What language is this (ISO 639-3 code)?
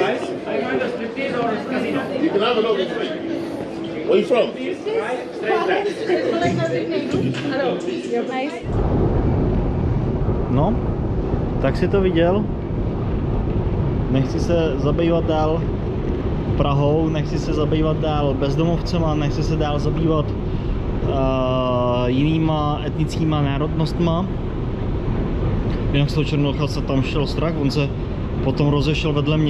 ces